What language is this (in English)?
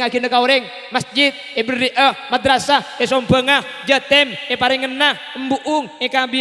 Madurese